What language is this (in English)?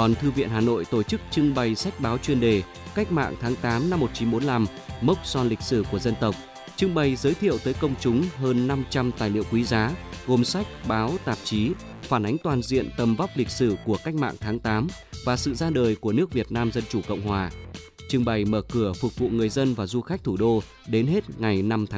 Vietnamese